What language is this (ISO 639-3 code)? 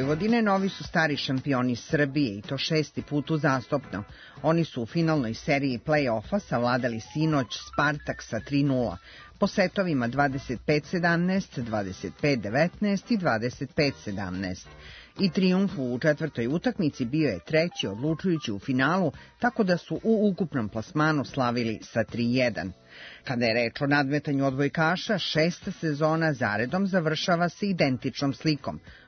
srp